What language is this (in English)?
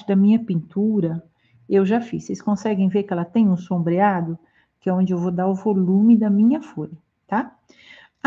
Portuguese